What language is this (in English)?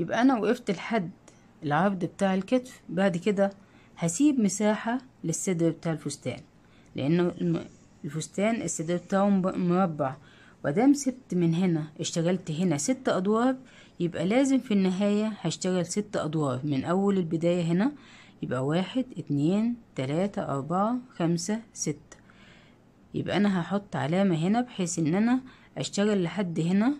Egyptian Arabic